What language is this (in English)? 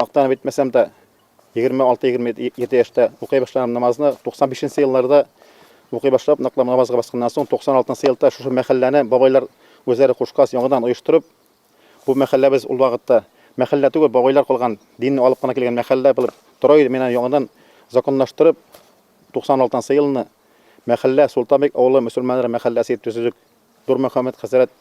Bashkir